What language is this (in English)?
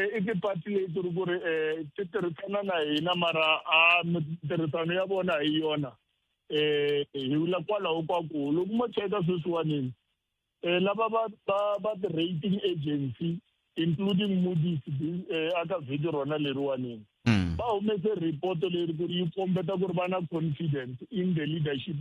Tsonga